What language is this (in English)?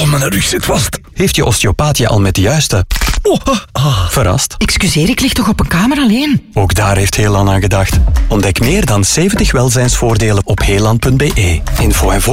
Dutch